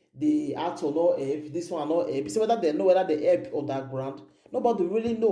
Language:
Nigerian Pidgin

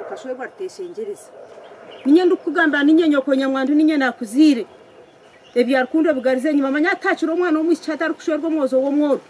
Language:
Nyankole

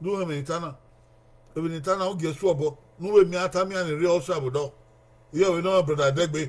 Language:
Bini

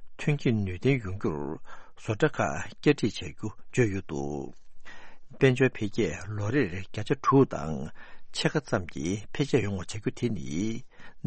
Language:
Tibetan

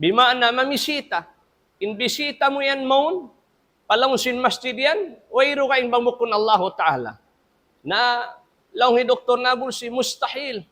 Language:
Tausug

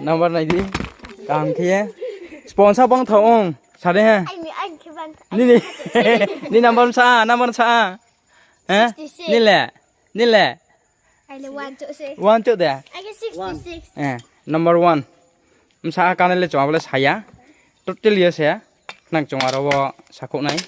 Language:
Riang (India)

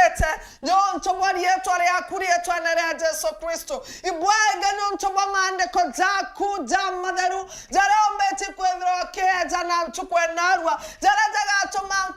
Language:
Meru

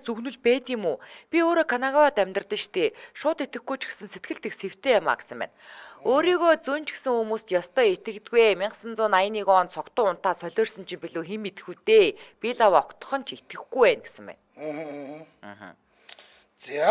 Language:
Mongolian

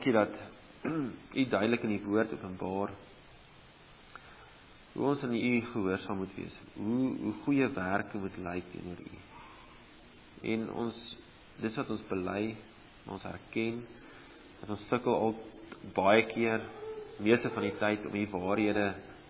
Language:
Afrikaans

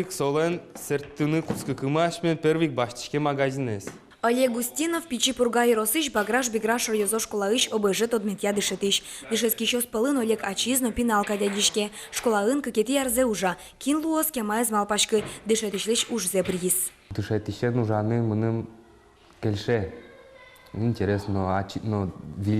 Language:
Udmurt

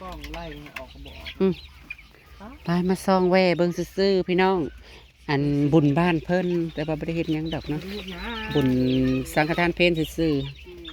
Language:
Northeastern Thai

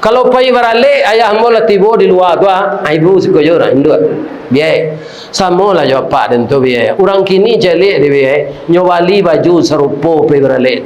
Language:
Minangkabau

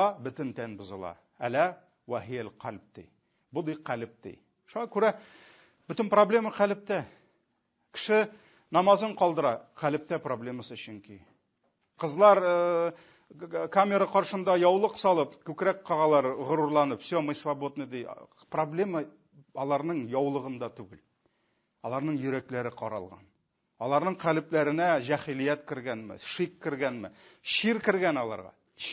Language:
Tatar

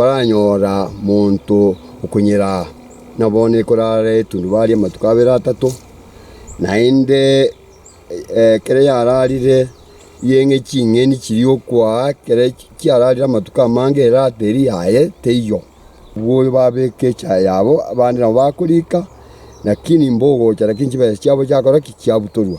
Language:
Gusii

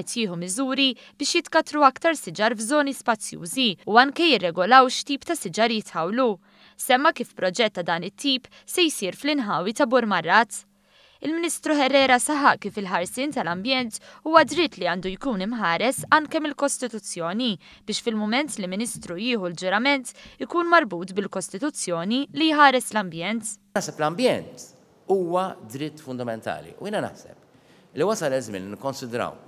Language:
Maltese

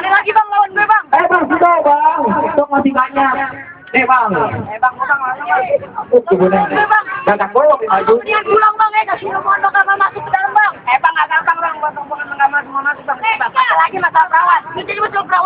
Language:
Betawi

